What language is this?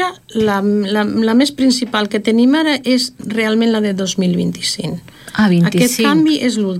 Catalan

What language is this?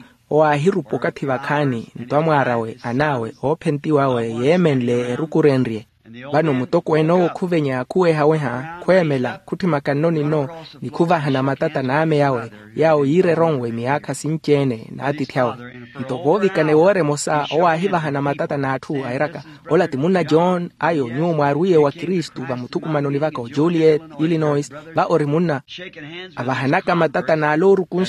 Makhuwa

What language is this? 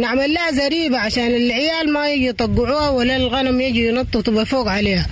Sudanese Arabic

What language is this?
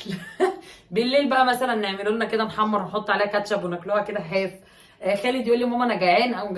Egyptian Arabic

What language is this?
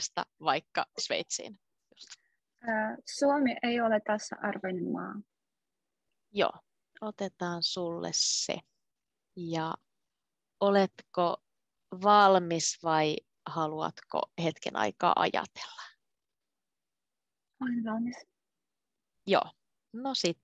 Finnish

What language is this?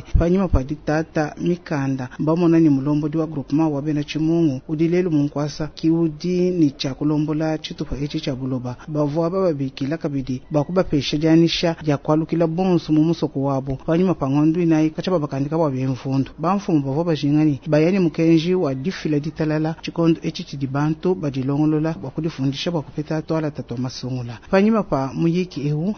Luba-Lulua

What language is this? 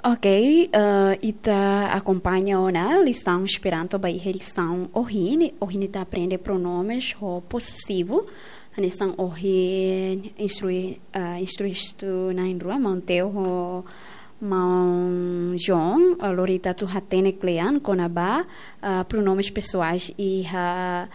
Tetum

